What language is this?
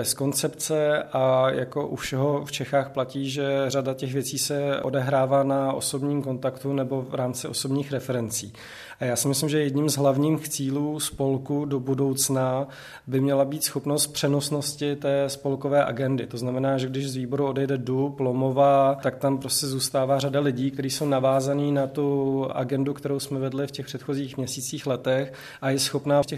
Czech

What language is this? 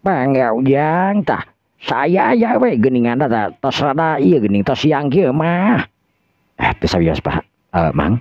Sundanese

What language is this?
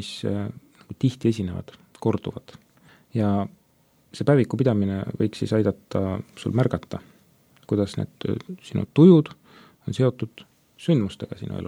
Estonian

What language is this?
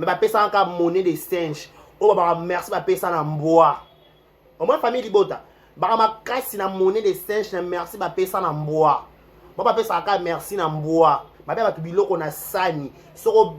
Lingala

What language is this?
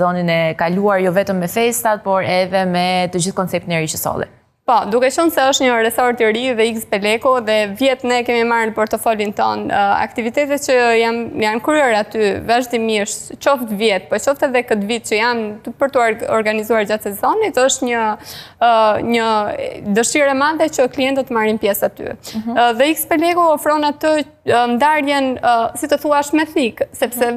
Albanian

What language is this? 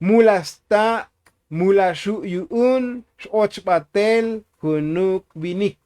Tzotzil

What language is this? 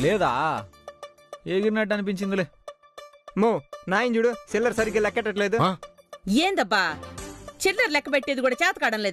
Telugu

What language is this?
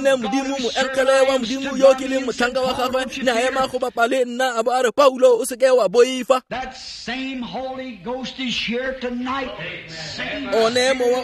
Tswana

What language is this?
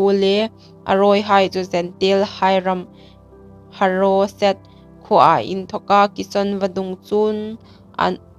Hmar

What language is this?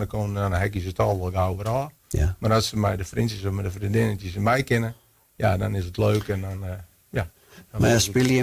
Western Frisian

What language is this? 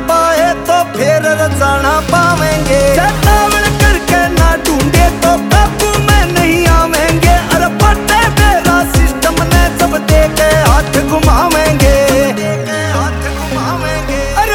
Haryanvi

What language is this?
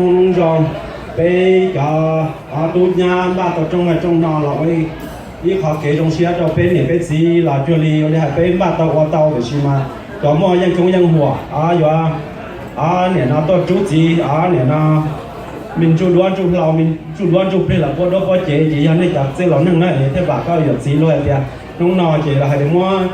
Hmong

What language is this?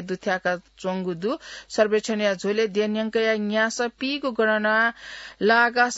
Newari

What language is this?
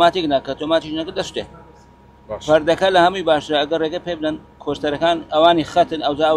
Central Kurdish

